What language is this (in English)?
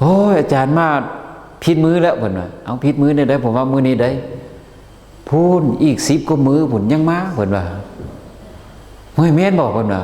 Lao